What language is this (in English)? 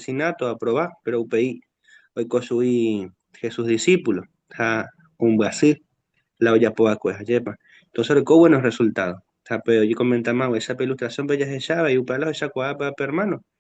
Guarani